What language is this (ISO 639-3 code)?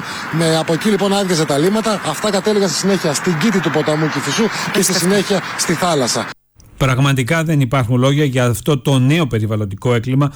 ell